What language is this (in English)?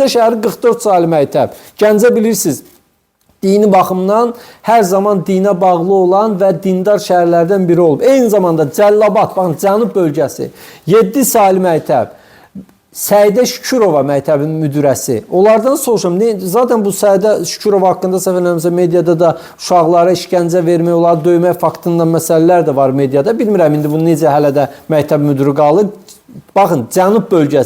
Azerbaijani